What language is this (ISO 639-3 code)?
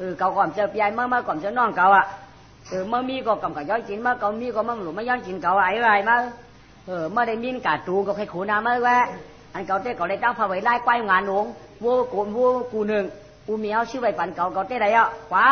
shn